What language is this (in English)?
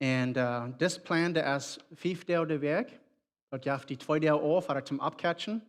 Plautdietsch